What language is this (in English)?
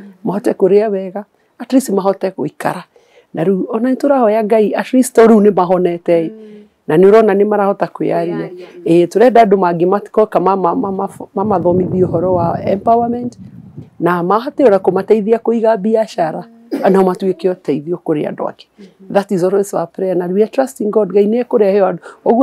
Kikuyu